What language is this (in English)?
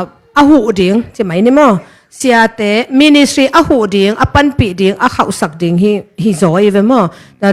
Tedim Chin